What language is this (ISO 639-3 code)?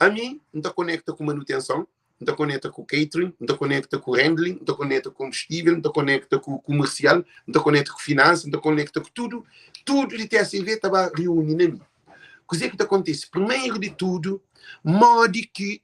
kea